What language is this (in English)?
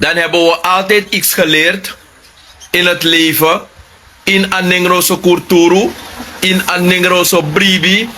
Sranan Tongo